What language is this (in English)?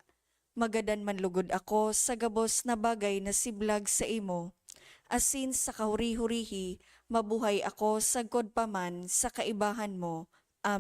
Bikol